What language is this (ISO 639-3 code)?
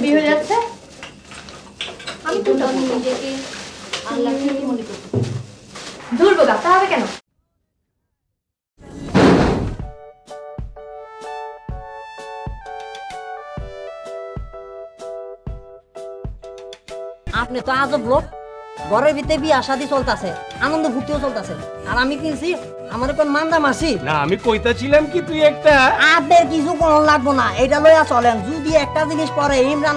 ben